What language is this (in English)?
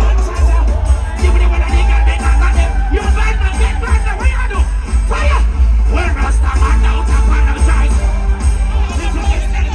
Jamaican Creole English